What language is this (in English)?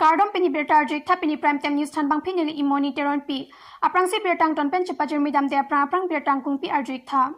Karbi